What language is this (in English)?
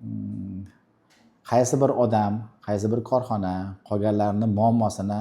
Uzbek